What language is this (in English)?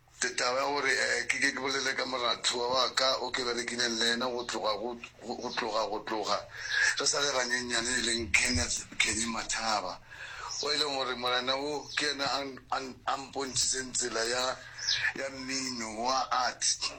Northern Sotho